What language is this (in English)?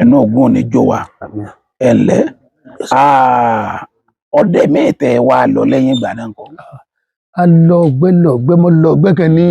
Yoruba